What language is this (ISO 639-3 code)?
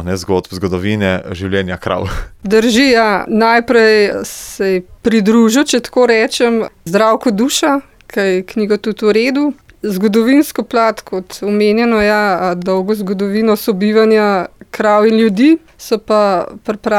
slv